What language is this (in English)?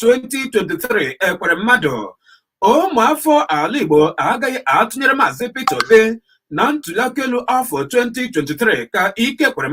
Igbo